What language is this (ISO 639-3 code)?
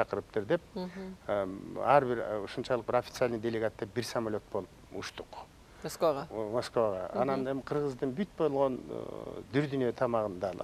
kir